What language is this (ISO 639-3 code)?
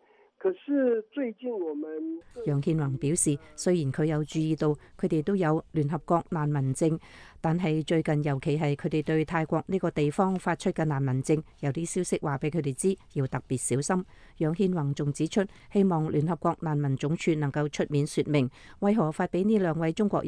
yue